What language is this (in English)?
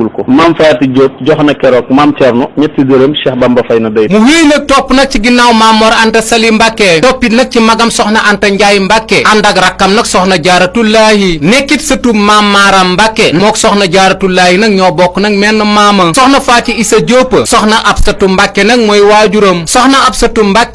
Wolof